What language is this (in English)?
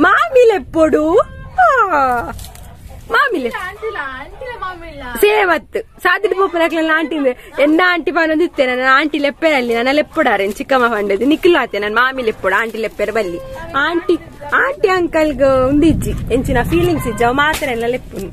Tulu